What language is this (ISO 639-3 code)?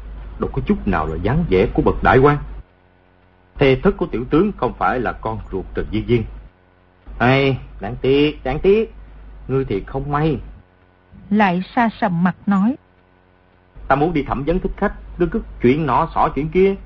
vie